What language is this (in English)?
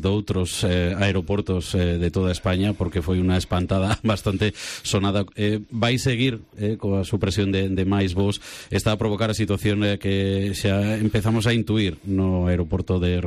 Galician